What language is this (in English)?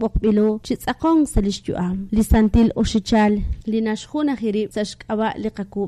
Kekchí